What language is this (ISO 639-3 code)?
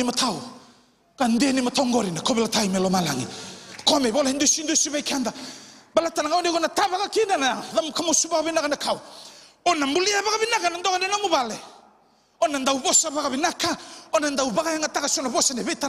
fij